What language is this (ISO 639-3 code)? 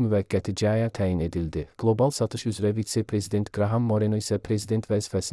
aze